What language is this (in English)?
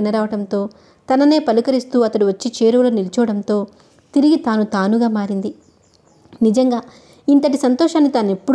Telugu